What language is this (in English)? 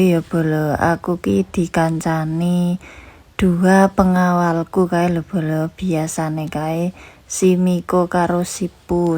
Javanese